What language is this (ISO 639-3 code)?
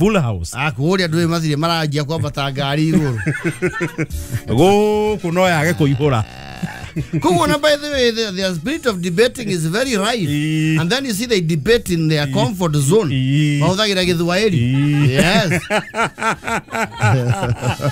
kik